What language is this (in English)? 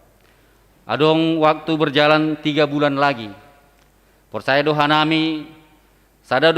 Batak Simalungun